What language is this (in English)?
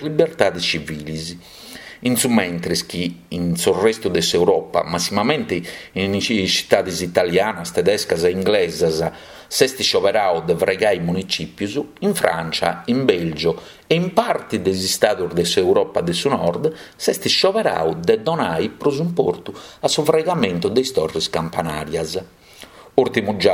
Sardinian